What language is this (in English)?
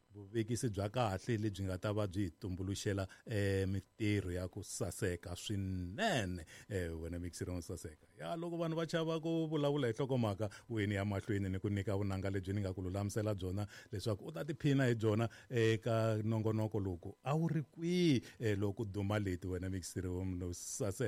Tsonga